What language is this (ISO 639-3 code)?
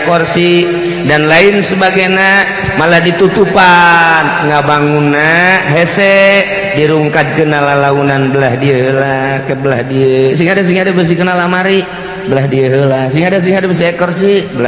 sun